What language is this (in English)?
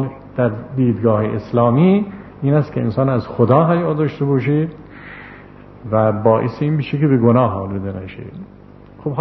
Persian